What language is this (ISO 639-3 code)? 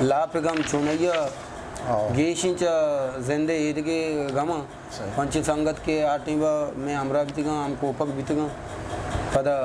bgp